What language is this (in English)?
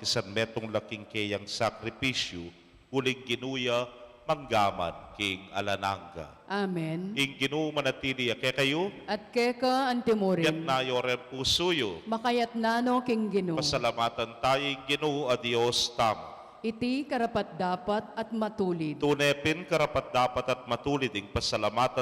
Pampanga